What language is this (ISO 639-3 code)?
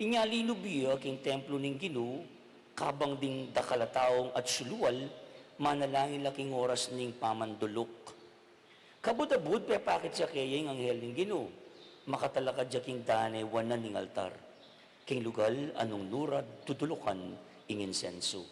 pam